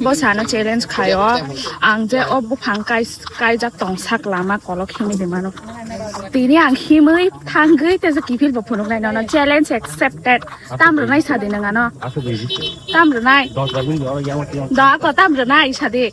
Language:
Kok Borok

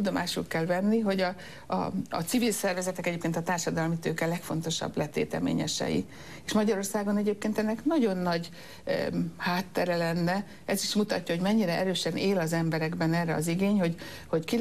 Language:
Hungarian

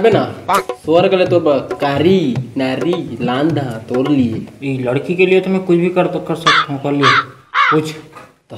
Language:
Chhattisgarhi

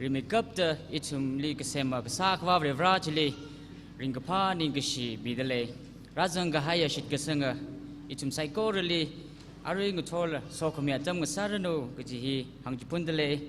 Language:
Tangkhul Naga (India)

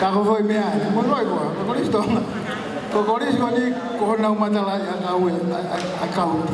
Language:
Tongan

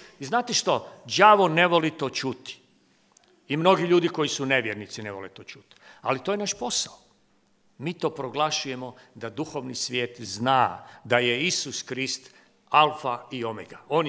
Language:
Croatian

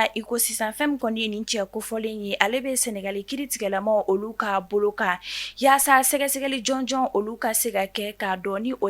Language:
Bambara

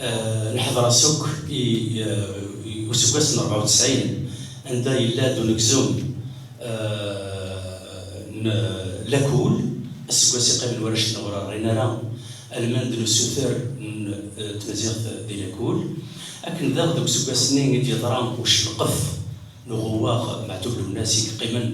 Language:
Kabyle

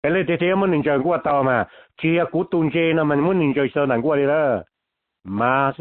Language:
Hmong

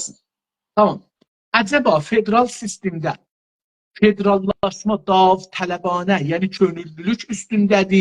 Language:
South Azerbaijani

